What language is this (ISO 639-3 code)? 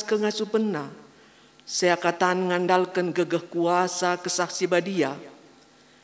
btx